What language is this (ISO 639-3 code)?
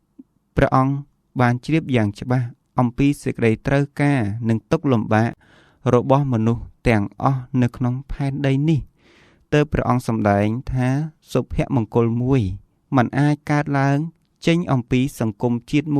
khm